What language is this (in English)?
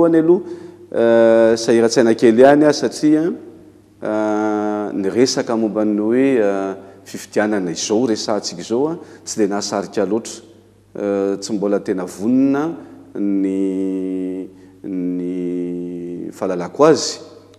Malagasy